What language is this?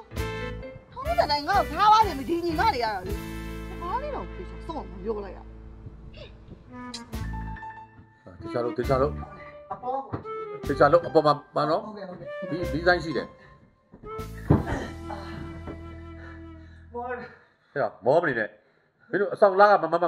Burmese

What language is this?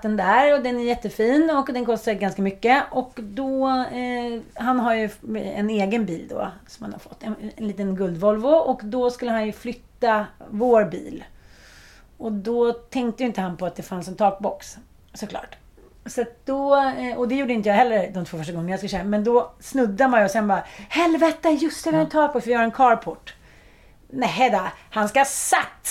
Swedish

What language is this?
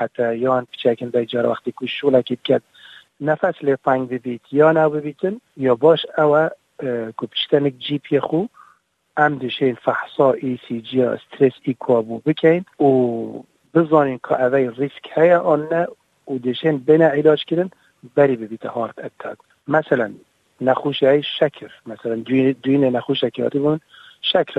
Kurdish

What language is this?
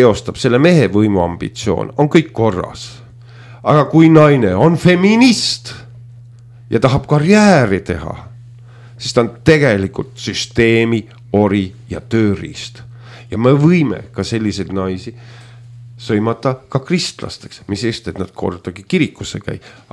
Estonian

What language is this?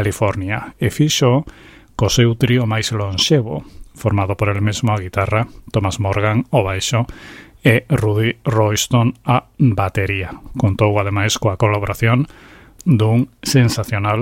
Galician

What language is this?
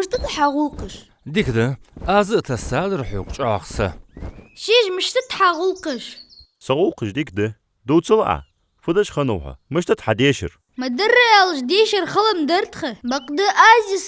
Ingush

